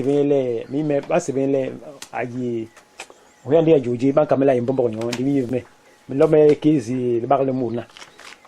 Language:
Basaa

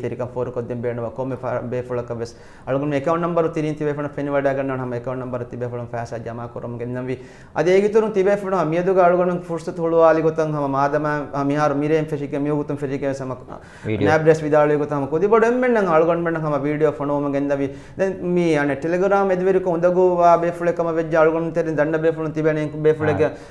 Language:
Divehi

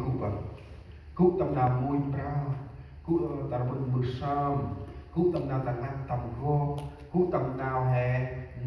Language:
Central Mnong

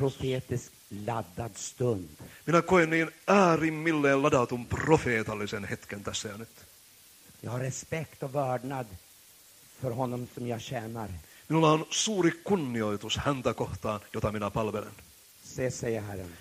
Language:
Swedish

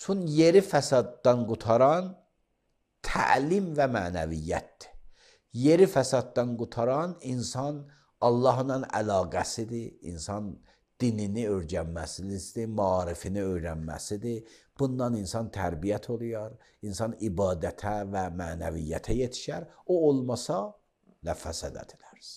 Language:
Azerbaijani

